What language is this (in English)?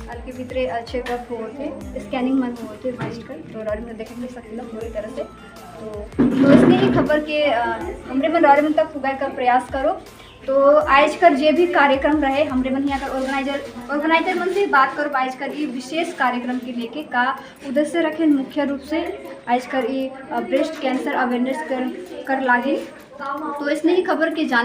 Sadri